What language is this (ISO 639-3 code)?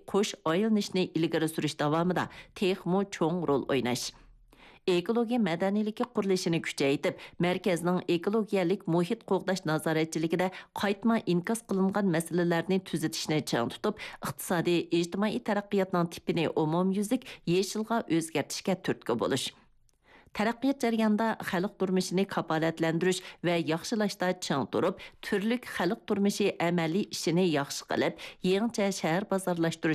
uig